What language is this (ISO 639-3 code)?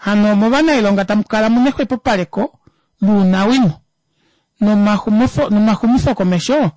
kua